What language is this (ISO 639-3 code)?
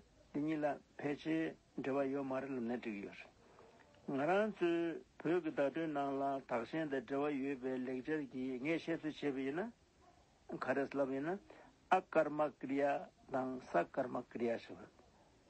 bod